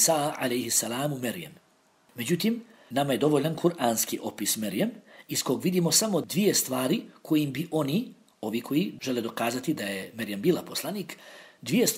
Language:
Bosnian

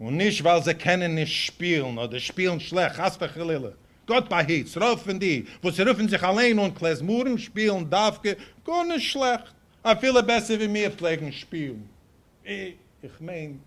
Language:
Yiddish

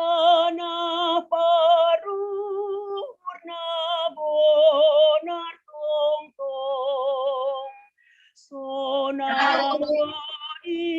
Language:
Batak Simalungun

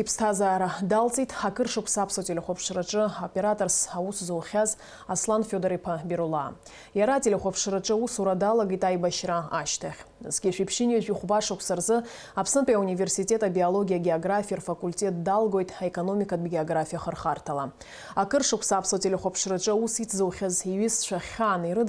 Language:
Abkhazian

